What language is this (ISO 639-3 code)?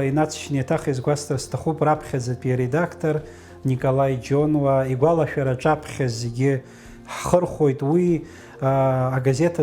abk